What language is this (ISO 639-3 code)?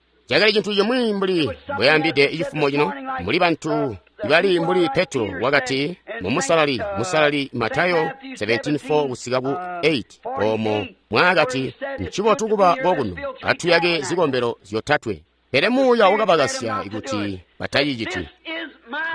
toi